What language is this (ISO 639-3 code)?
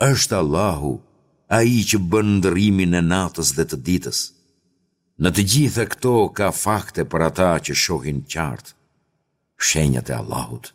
sqi